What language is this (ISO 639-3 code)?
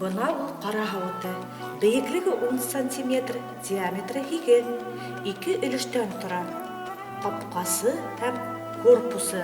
bak